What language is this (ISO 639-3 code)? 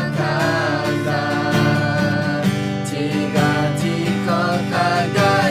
ahk